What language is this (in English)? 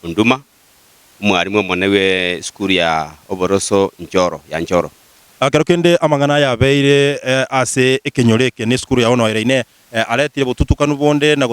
Gusii